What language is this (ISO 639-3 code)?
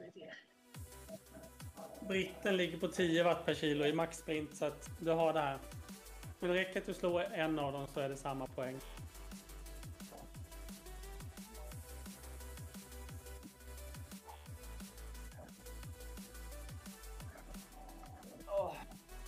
swe